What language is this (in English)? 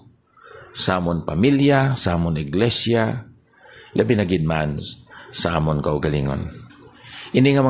Hiligaynon